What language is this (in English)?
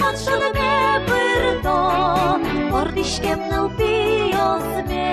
Udmurt